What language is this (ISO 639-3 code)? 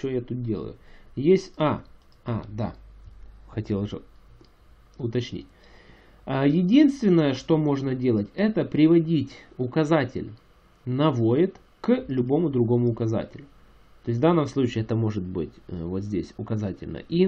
rus